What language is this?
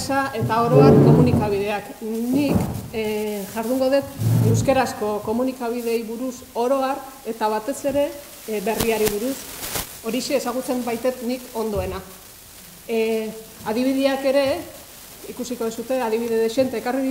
Basque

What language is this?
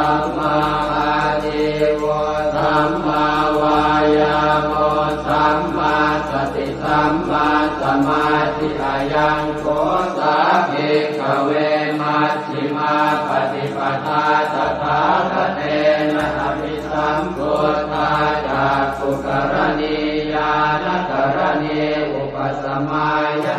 Pali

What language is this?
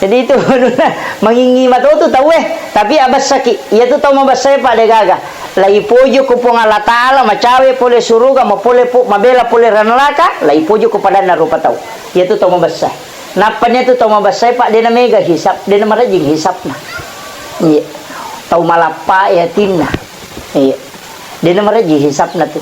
Buginese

